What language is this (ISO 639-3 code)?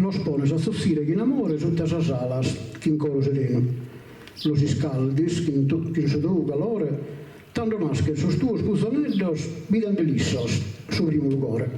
srd